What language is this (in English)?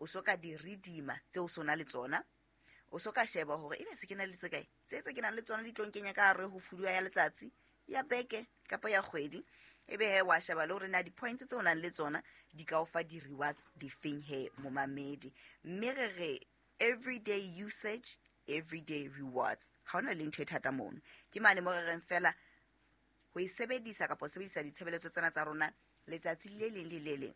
Southern Sotho